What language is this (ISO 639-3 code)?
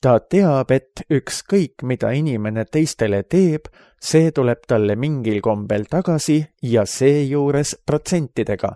est